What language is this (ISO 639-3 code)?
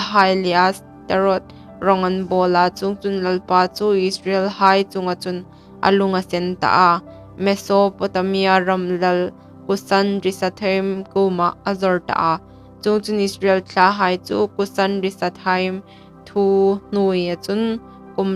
hmr